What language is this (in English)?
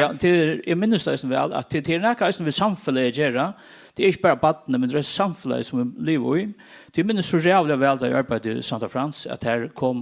Faroese